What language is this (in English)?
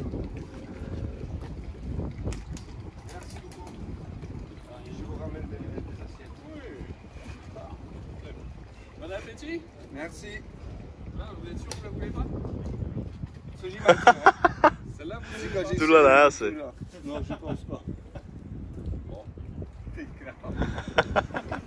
Czech